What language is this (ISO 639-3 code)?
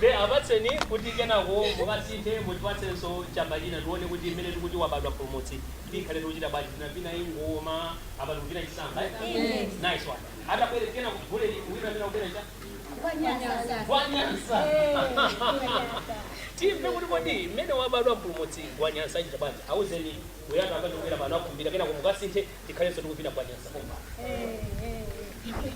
nya